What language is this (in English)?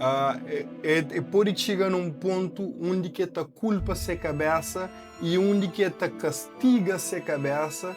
Kabuverdianu